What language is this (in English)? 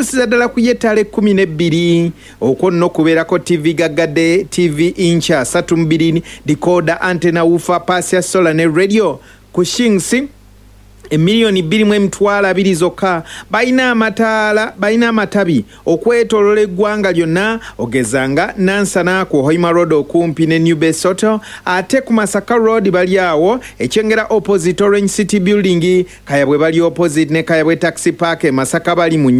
Ganda